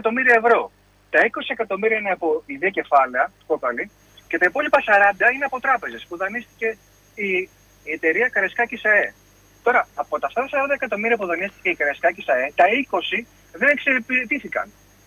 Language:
Greek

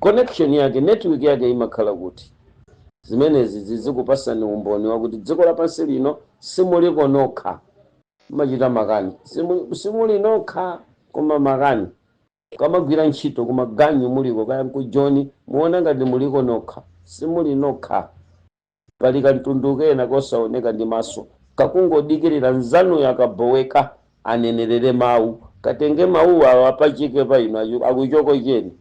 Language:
Nyanja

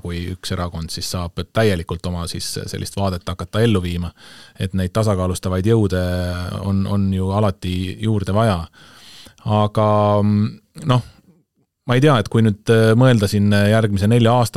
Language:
Estonian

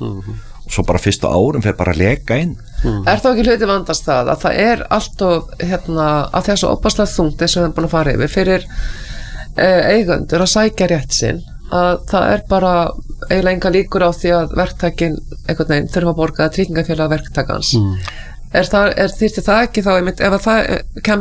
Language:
Icelandic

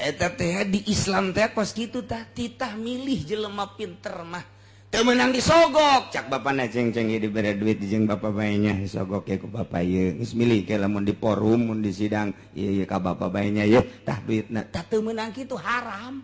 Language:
Sundanese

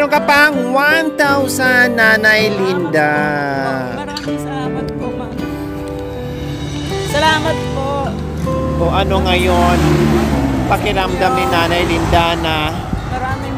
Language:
Filipino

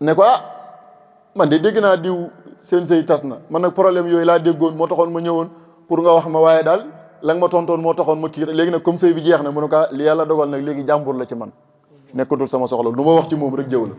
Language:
Wolof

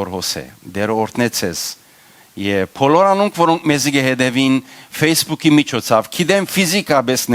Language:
Western Armenian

